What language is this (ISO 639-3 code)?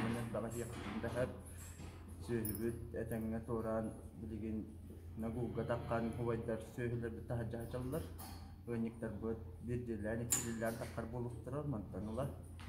sah